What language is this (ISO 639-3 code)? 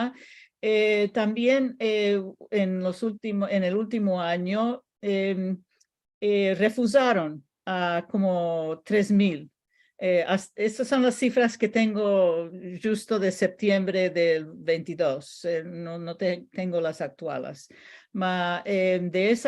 lad